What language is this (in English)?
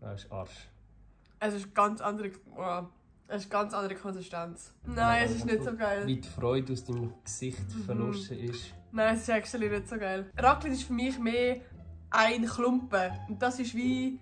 Swiss German